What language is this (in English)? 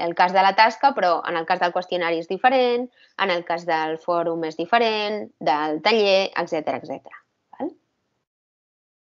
Catalan